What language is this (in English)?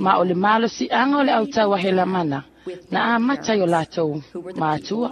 Samoan